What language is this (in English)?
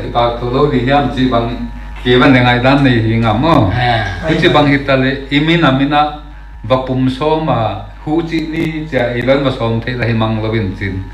Paite Chin